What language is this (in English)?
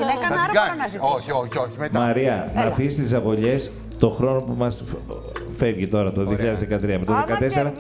Greek